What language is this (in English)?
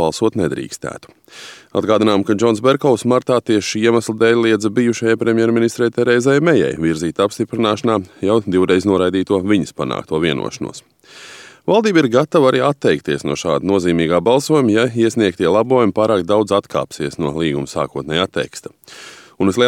Latvian